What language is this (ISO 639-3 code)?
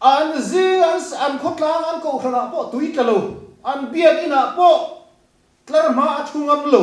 lus